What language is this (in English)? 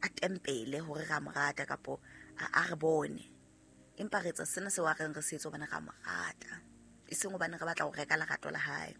Southern Sotho